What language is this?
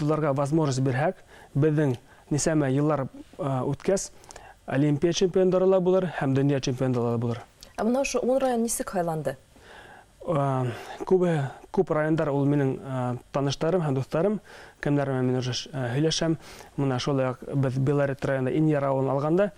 Bashkir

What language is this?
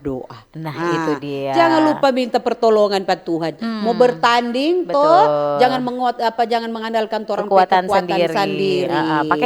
Manado Malay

